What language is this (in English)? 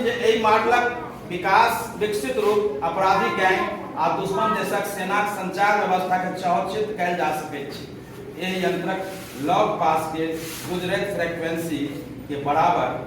Maithili